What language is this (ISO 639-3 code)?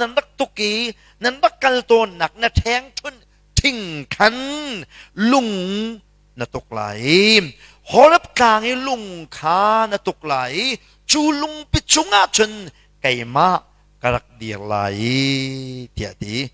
cnh